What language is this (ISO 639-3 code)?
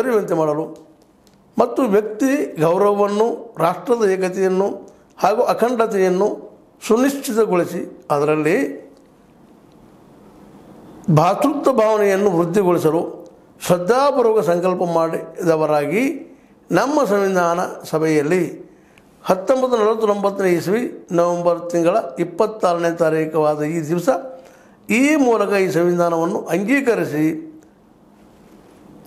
kan